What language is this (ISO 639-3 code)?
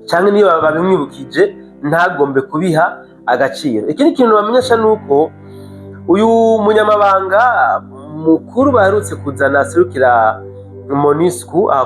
run